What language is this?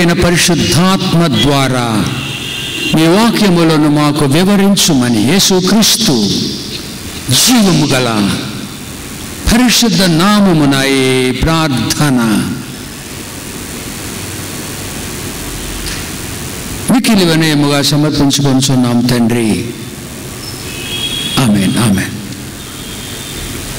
Telugu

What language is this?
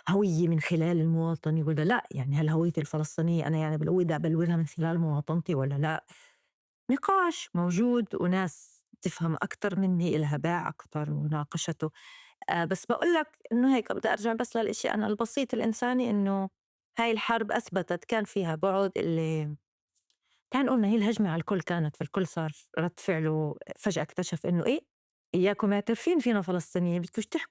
North Levantine Arabic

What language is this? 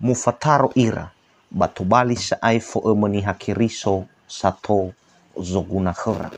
Nias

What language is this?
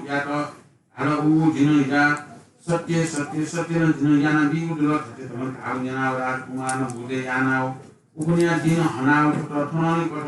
Newari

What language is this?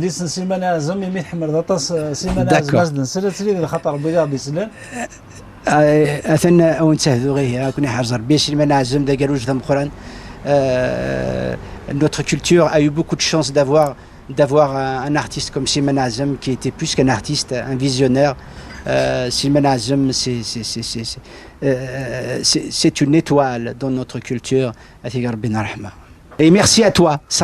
Kabyle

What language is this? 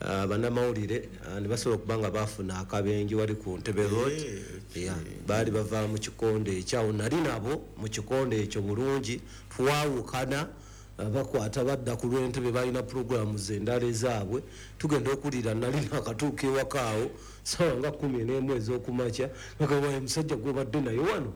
Ganda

